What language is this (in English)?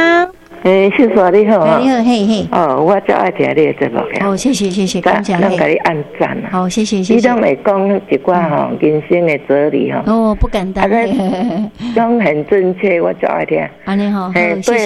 Min Nan Chinese